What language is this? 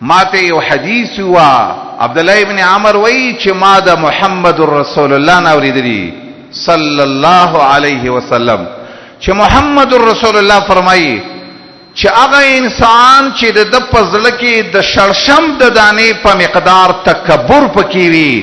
Pashto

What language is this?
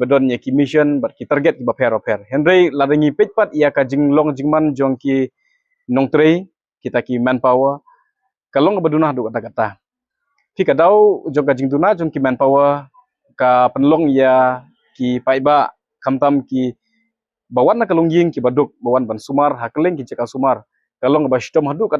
Khasi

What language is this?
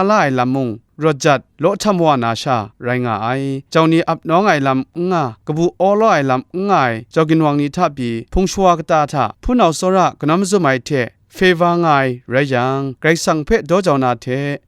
Kachin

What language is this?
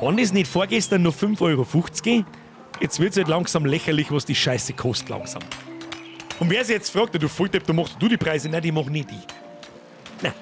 Bavarian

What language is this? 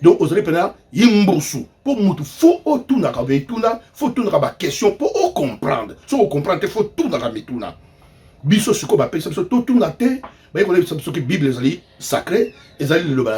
Lingala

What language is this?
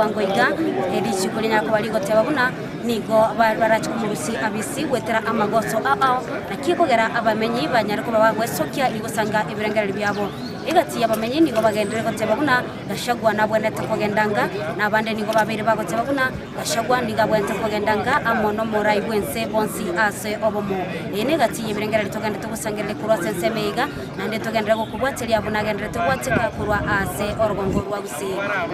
Gusii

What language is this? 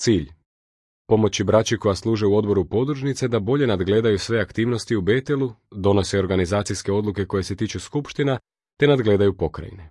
Croatian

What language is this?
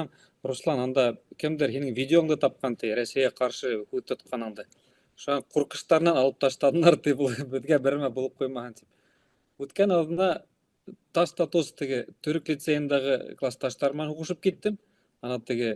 Bashkir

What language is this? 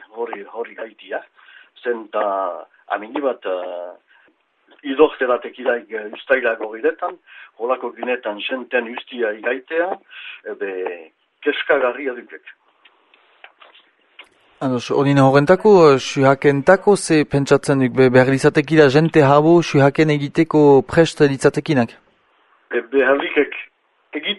Basque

